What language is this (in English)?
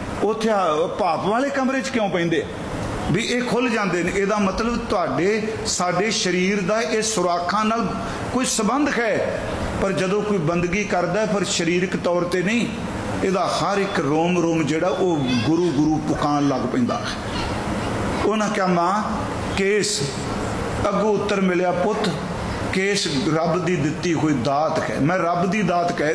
Punjabi